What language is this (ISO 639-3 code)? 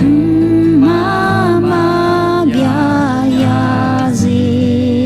ahk